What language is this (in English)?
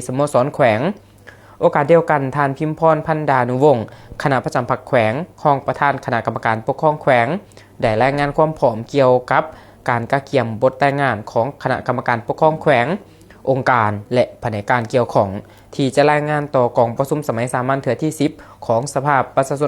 Lao